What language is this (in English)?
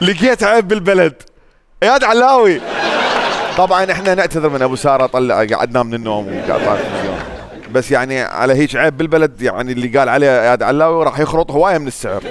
Mesopotamian Arabic